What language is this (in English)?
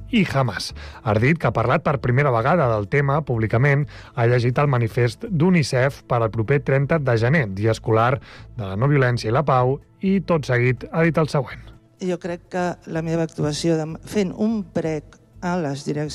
Catalan